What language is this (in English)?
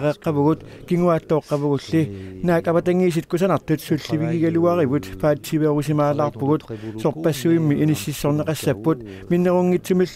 Kalaallisut